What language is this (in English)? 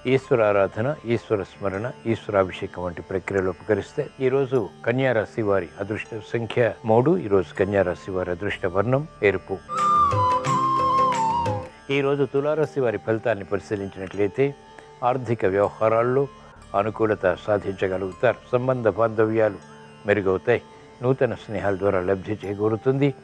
Telugu